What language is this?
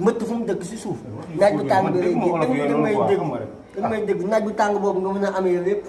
Wolof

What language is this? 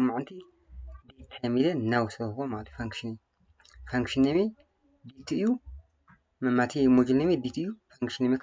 Tigrinya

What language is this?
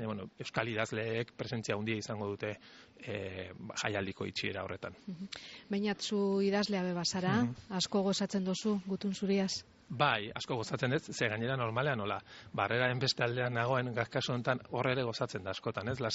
Basque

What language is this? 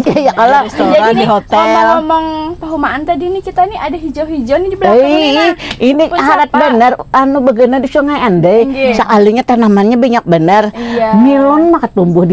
Banjar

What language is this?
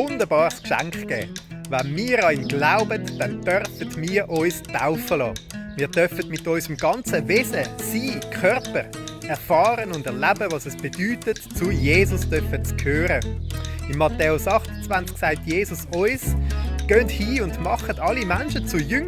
Swiss German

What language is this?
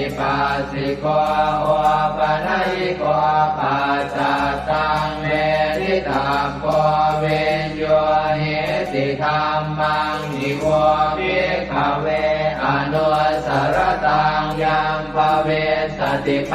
Pali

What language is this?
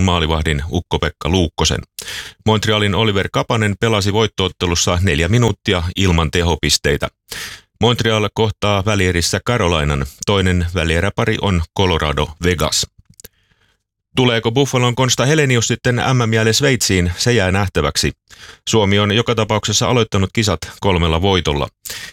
Finnish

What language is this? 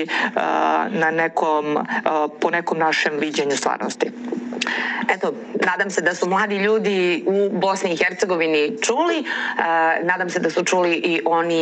Serbian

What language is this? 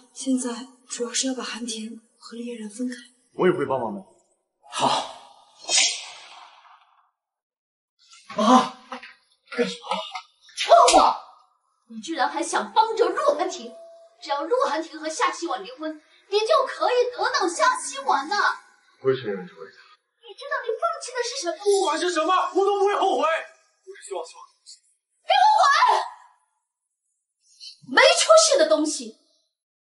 Chinese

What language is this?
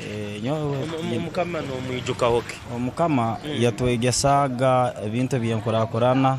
Tooro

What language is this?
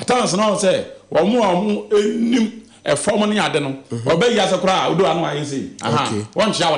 Akan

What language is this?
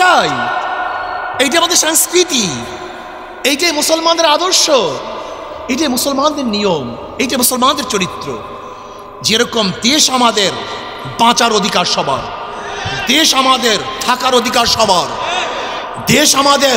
Bangla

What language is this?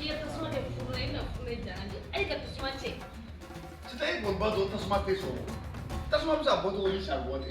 Bambara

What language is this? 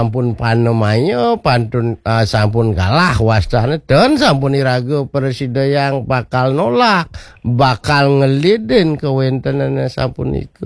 Balinese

